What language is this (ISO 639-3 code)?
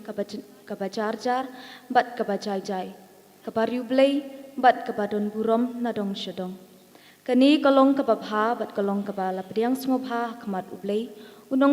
kha